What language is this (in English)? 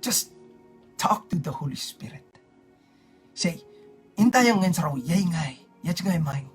Pohnpeian